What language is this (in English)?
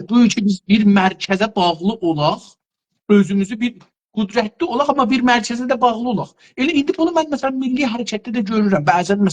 South Azerbaijani